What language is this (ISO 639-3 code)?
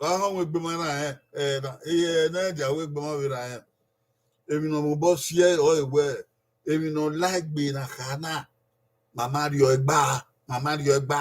bin